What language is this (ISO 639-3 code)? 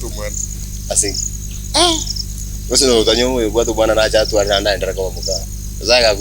guz